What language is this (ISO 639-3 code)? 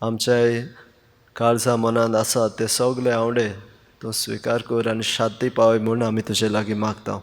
kok